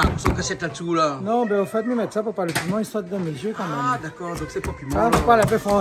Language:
Réunion Creole French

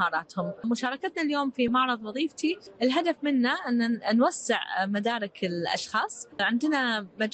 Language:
Gulf Arabic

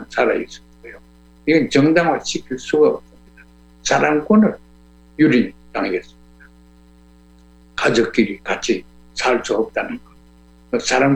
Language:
Korean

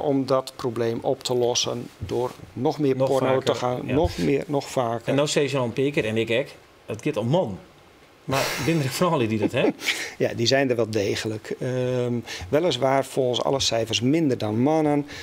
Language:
Western Frisian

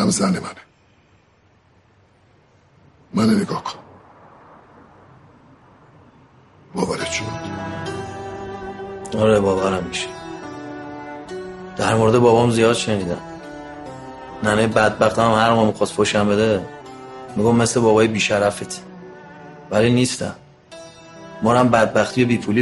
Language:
Persian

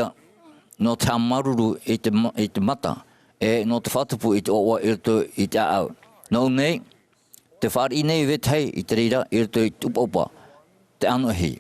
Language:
Tahitian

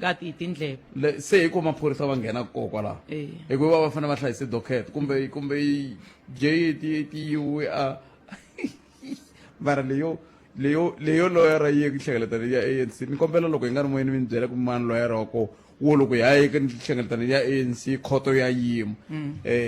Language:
Tsonga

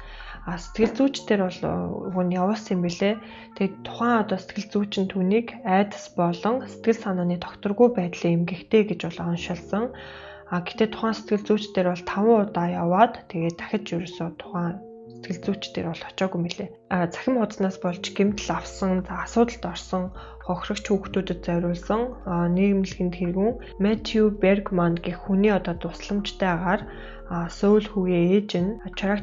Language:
Mongolian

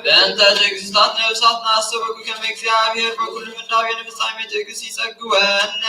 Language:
Geez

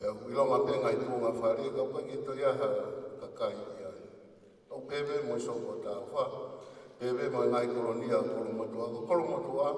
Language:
Tongan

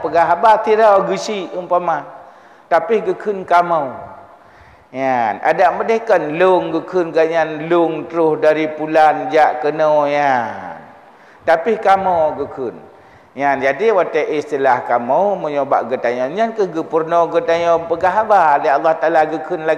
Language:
Achinese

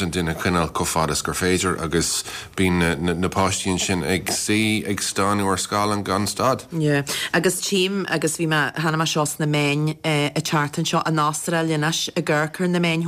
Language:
Irish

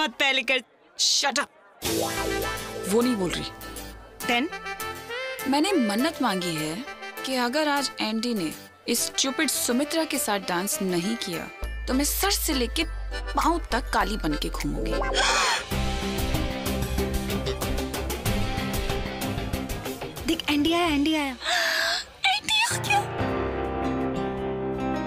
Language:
Hindi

